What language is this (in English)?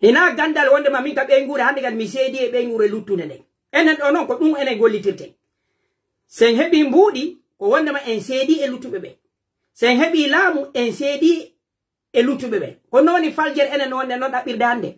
Pular